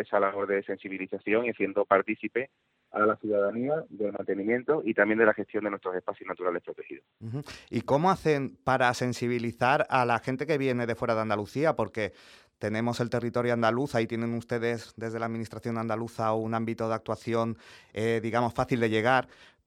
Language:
Spanish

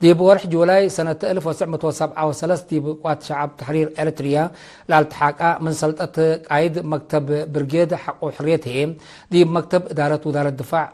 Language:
Tigre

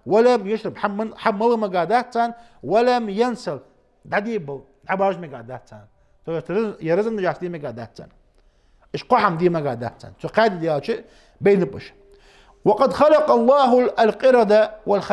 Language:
Ingush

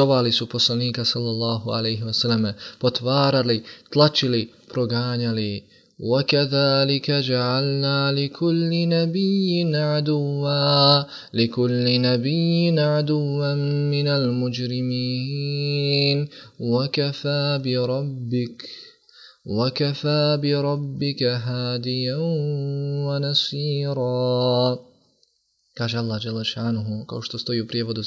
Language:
Bosnian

